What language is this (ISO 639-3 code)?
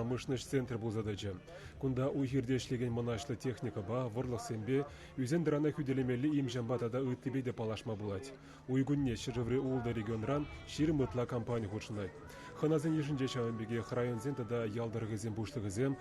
chv